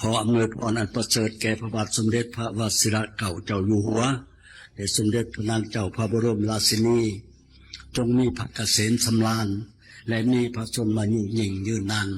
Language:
Lao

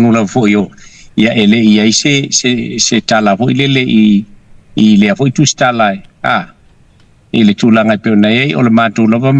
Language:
Samoan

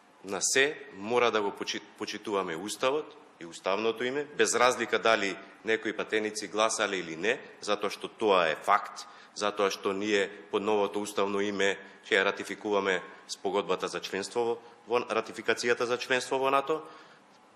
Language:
Macedonian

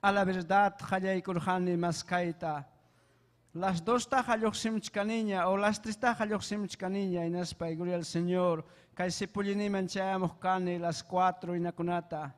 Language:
Ayacucho Quechua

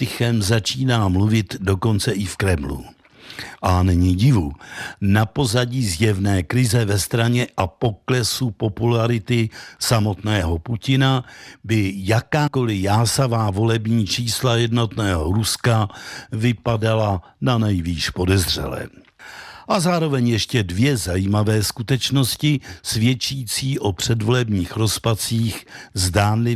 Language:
Czech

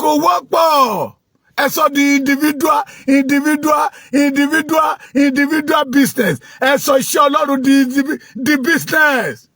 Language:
Yoruba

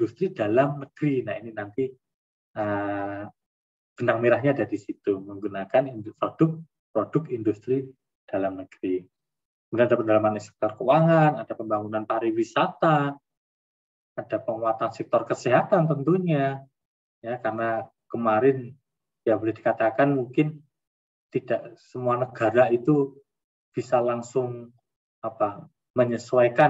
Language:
Indonesian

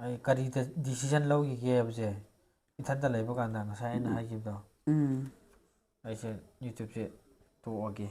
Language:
Manipuri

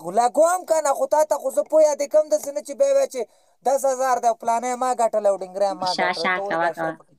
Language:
Pashto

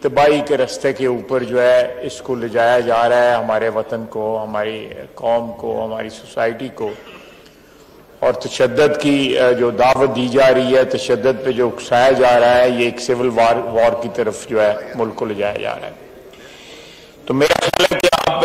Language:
Urdu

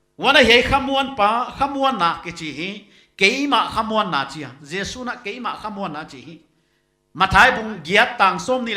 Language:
Paite Chin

